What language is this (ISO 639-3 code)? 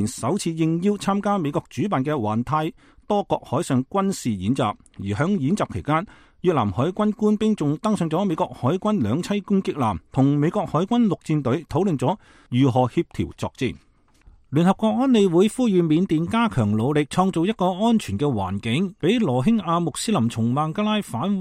yue